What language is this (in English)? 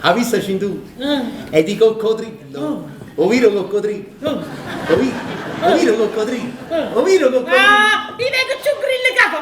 Neapolitan